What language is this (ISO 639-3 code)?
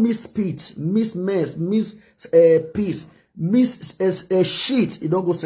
pcm